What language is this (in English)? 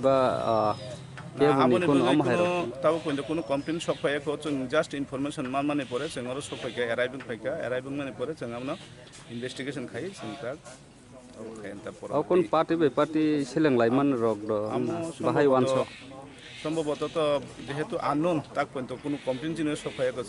Kok Borok